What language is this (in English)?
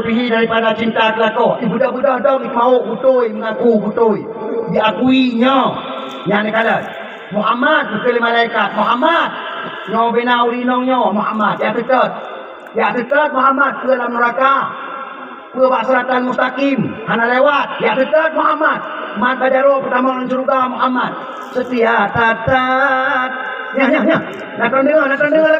Achinese